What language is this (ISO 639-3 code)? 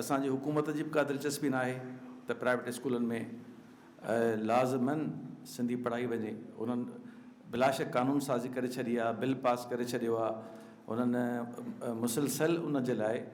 snd